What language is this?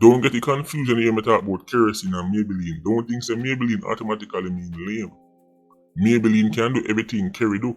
Jamaican Creole English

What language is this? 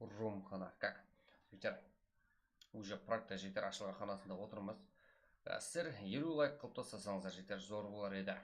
Kara-Kalpak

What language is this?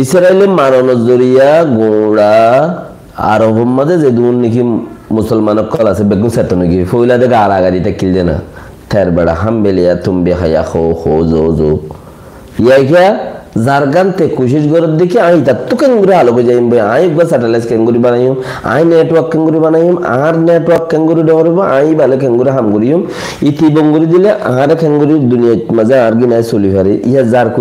Rohingya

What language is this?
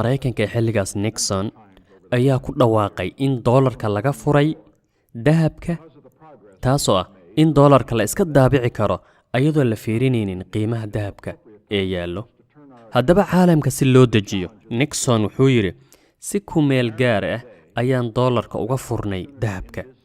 Somali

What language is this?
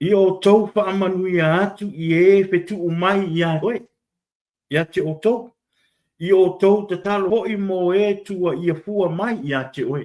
Samoan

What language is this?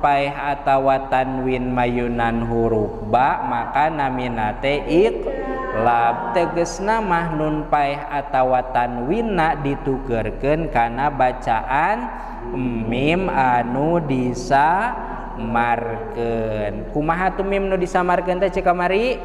Sundanese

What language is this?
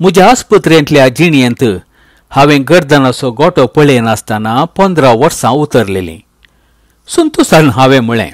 Konkani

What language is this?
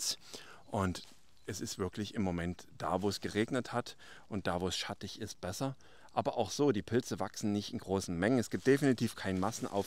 German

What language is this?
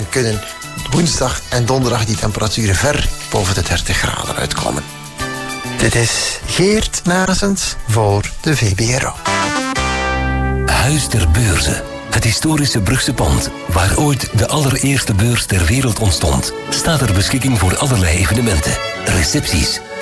Dutch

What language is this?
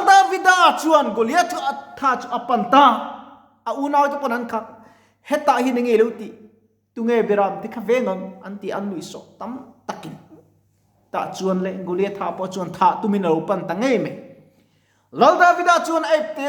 Mizo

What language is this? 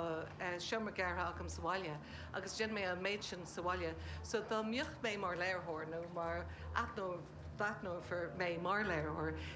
Irish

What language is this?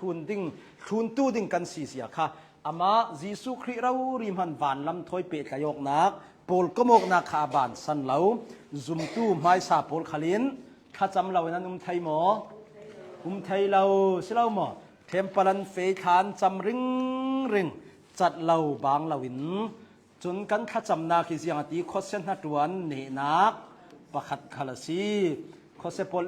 Hakha Chin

